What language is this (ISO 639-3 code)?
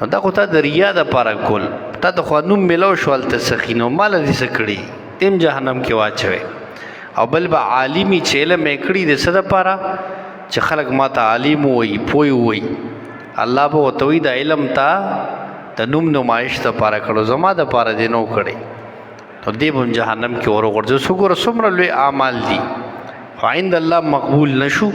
pus